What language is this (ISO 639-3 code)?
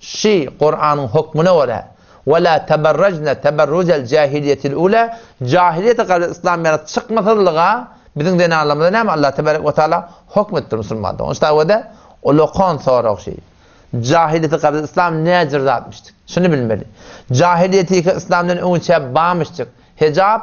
tuk